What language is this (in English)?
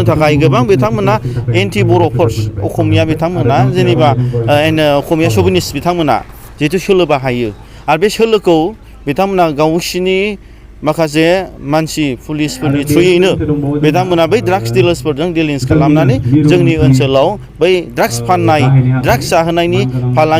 Bodo